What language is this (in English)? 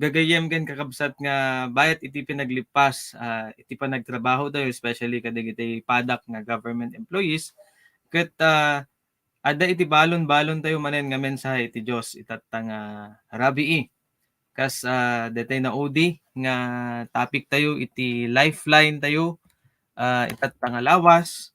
Iloko